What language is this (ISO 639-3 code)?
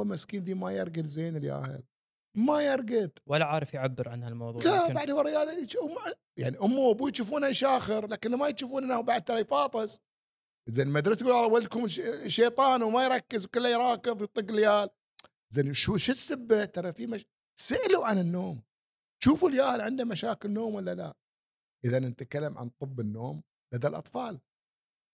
afb